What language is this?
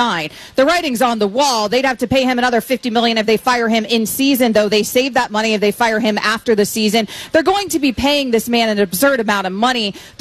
English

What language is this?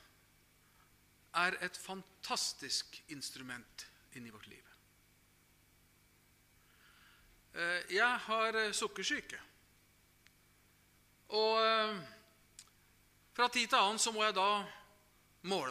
Norwegian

